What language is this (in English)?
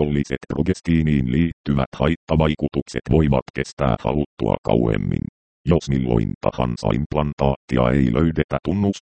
Finnish